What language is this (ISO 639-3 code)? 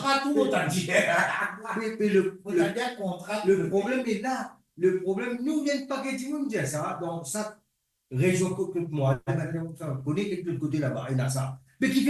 mfe